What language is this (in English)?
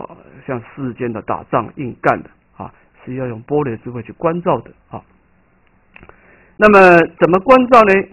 Chinese